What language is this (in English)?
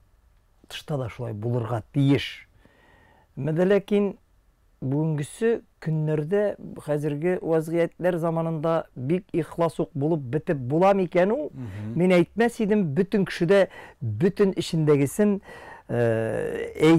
Tatar